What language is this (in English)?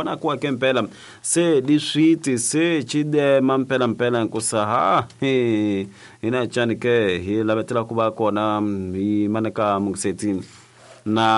Tsonga